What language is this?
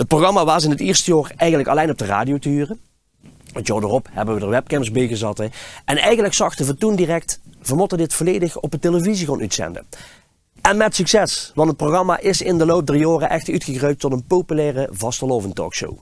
Limburgish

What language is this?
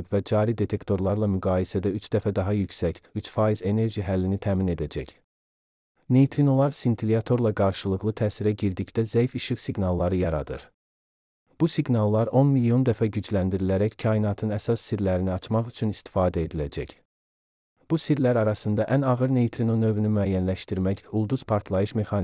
Azerbaijani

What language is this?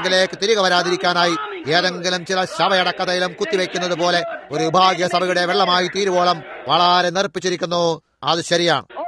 Malayalam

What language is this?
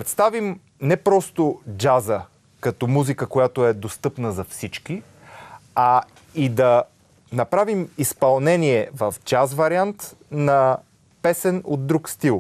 Bulgarian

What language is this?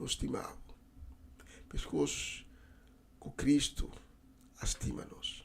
Papiamento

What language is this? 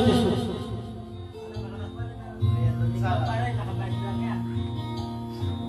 Filipino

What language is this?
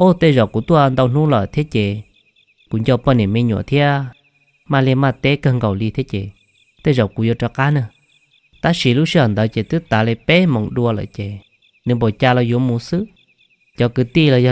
Hmong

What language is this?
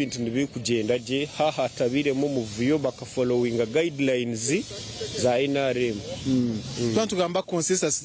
Nyankole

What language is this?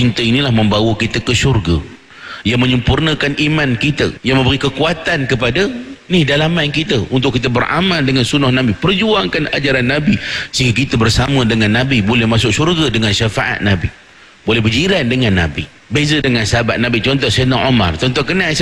Malay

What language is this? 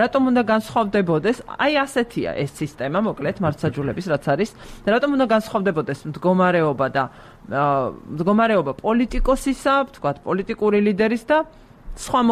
Georgian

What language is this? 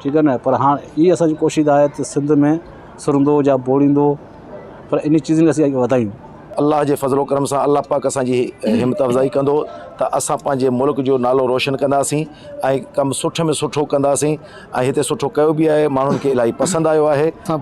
Sindhi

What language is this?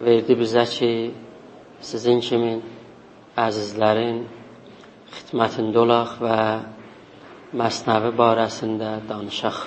South Azerbaijani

